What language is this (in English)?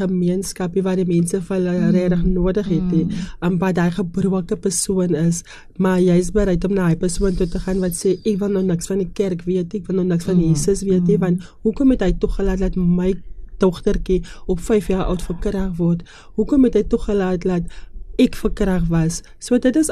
Afrikaans